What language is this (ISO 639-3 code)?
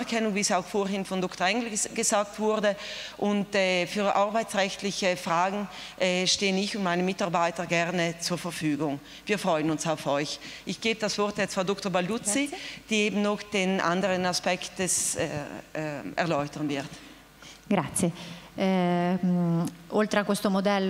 deu